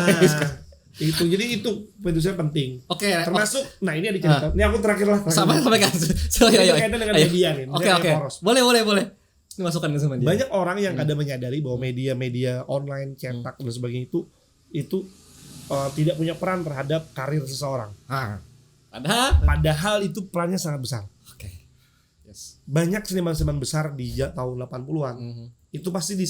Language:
Banjar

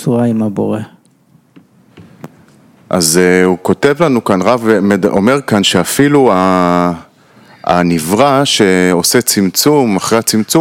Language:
Hebrew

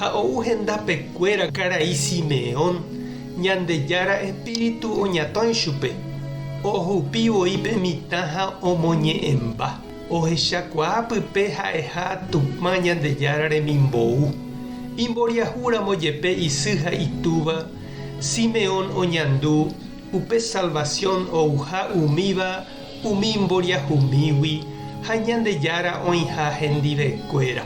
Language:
Guarani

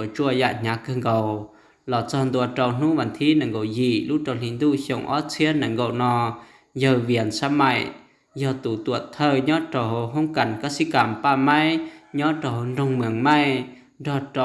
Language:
Hmong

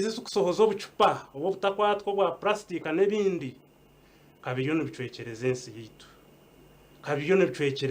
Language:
Nyankole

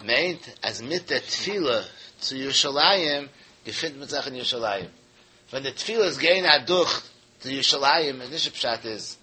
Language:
Yiddish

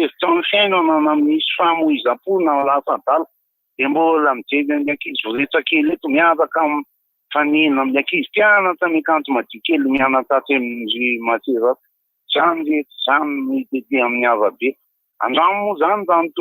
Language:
Malagasy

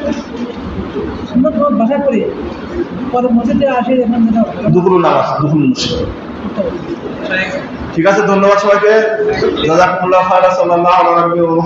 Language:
Bangla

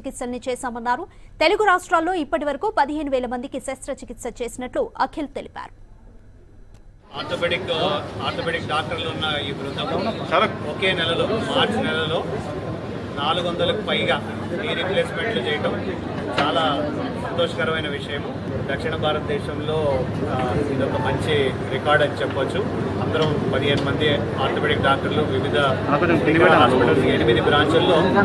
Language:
Telugu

